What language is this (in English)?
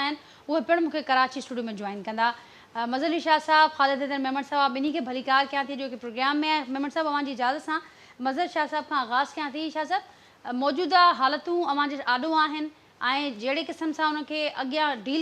Sindhi